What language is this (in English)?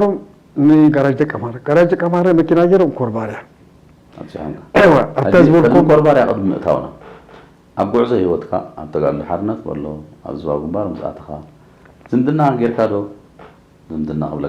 Tigrinya